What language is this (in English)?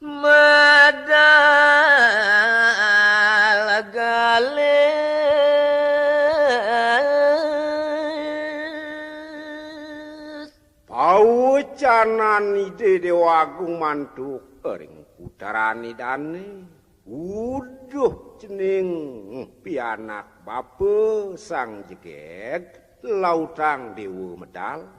Balinese